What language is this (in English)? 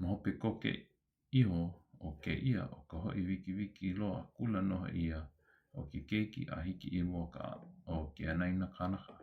Hawaiian